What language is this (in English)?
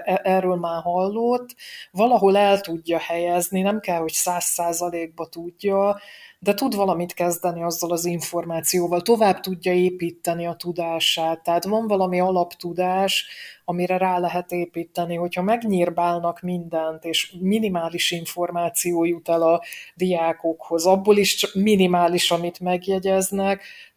Hungarian